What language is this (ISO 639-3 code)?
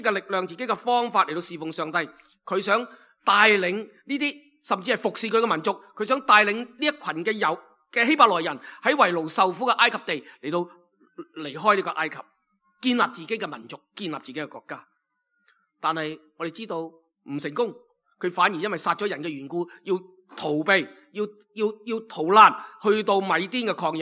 yue